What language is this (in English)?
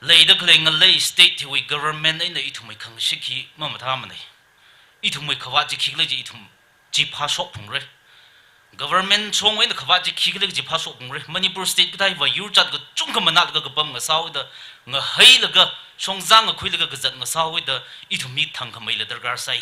Tangkhul Naga (India)